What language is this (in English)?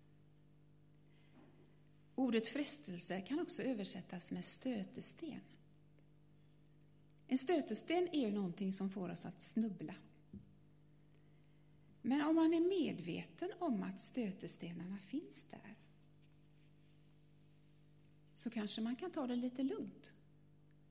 Swedish